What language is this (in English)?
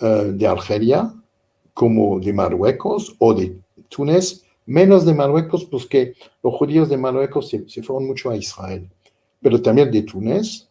Ladino